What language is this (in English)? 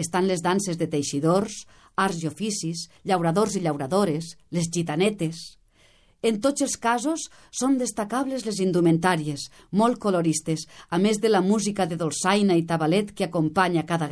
Catalan